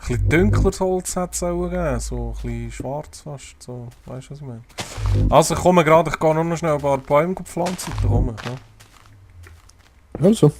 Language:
Swiss German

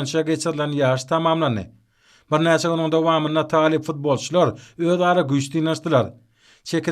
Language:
Turkmen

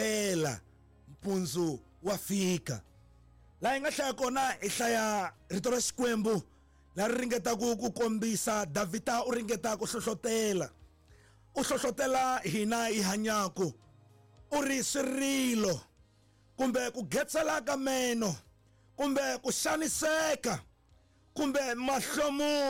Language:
Tsonga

